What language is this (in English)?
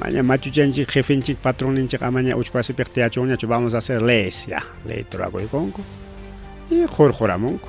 Ayacucho Quechua